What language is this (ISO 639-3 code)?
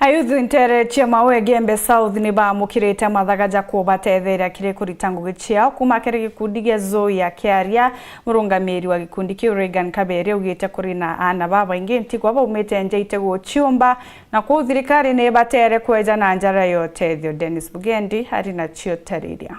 mer